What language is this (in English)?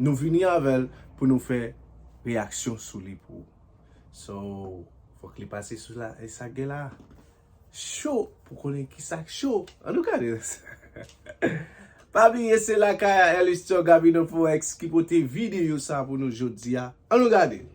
Haitian Creole